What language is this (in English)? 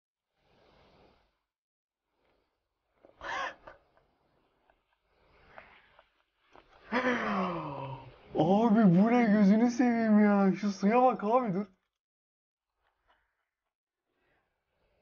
Turkish